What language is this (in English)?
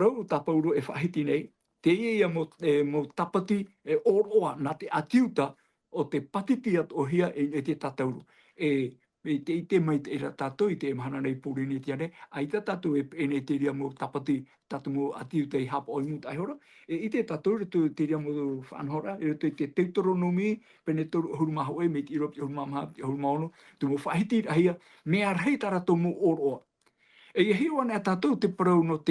Tahitian